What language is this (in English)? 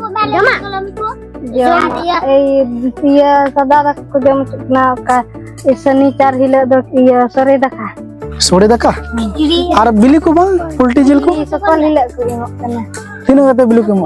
Santali